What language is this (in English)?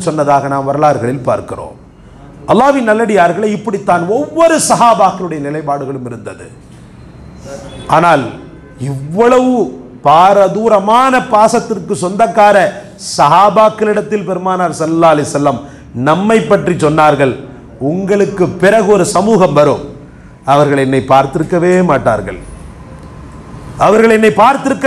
Tamil